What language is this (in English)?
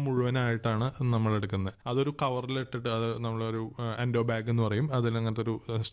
Malayalam